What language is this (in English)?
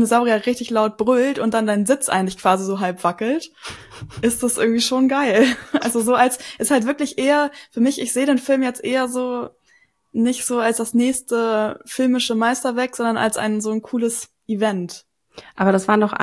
German